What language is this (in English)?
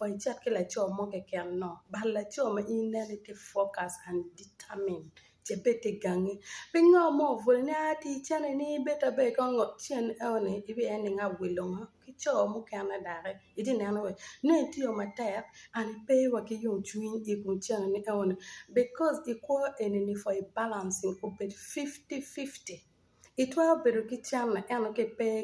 Acoli